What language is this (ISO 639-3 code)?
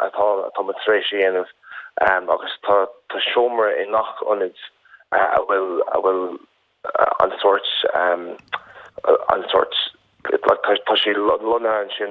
gle